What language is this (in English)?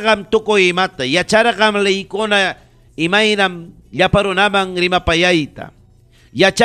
Ayacucho Quechua